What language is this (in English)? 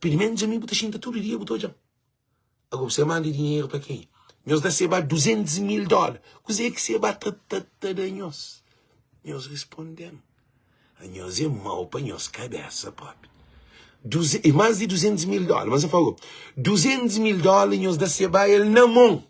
Kabuverdianu